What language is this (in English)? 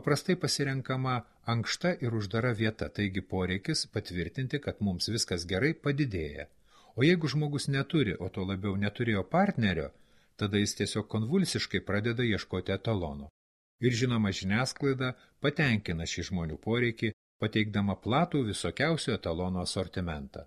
Lithuanian